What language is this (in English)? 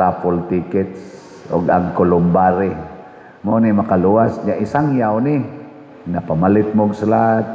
Cebuano